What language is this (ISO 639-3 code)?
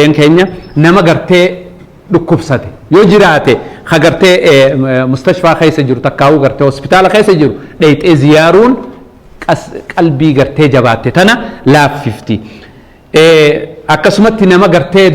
orm